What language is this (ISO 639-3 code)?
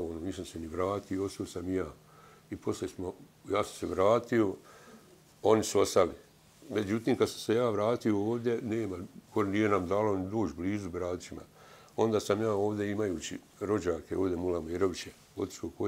bos